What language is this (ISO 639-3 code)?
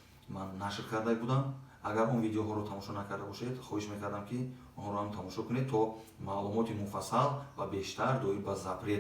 tgk